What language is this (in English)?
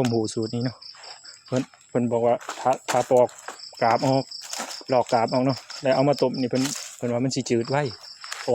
Northeastern Thai